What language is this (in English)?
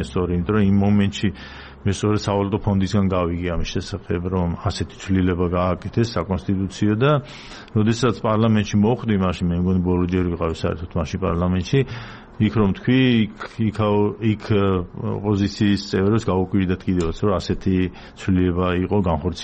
Georgian